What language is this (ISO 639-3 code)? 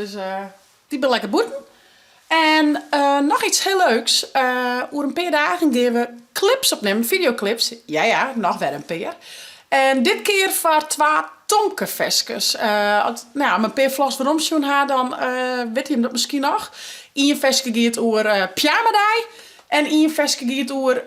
fry